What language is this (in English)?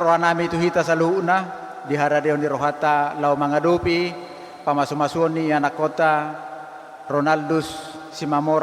Batak Toba